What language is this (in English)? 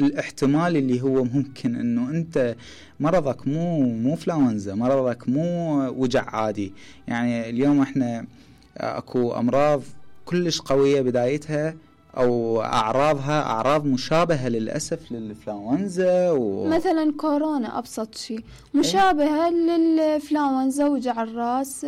Mesopotamian Arabic